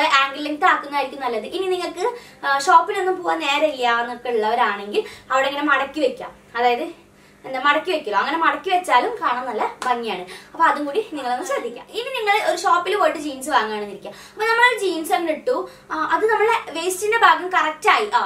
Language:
Malayalam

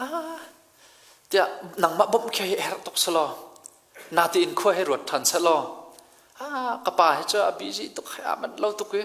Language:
Hakha Chin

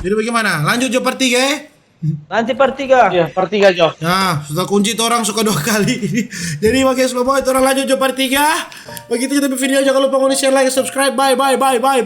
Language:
Manado Malay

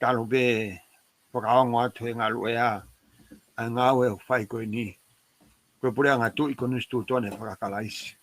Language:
Tongan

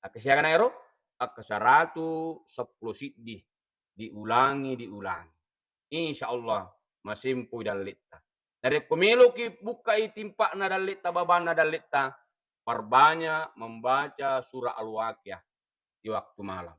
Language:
Buginese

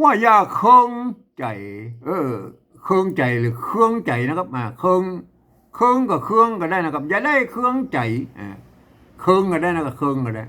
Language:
Northern Thai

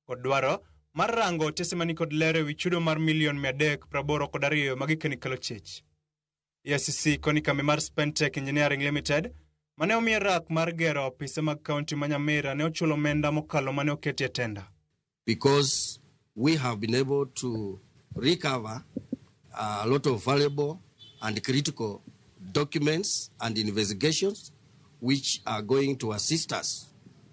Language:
Luo (Kenya and Tanzania)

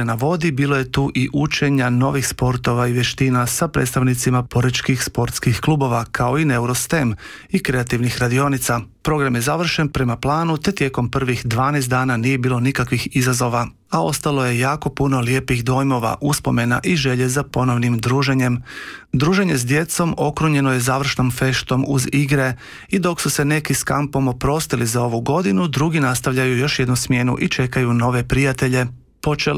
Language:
Croatian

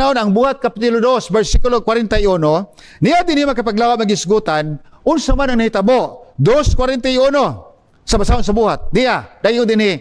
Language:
Cebuano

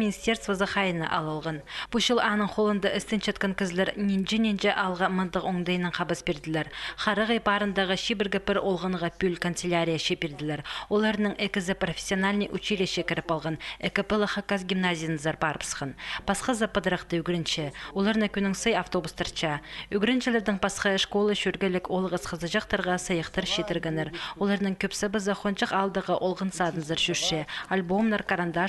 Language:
Khakas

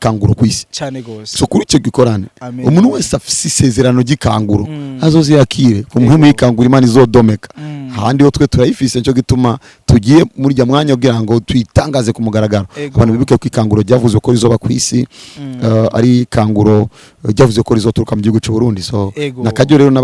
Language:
Rundi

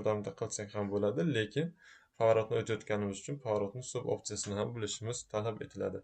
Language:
Uzbek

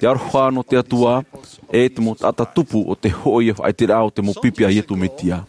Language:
Tahitian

